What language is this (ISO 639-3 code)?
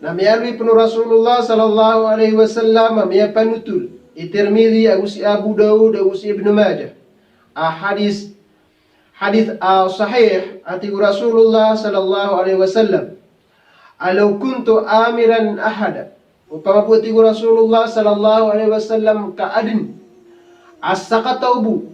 mrw